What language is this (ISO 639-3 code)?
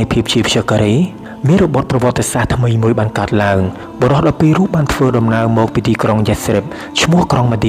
khm